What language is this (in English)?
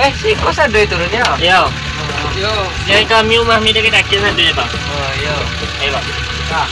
Minangkabau